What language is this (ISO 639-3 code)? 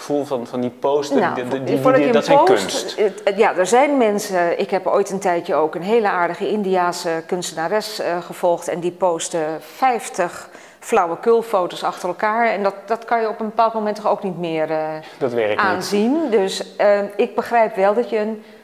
nld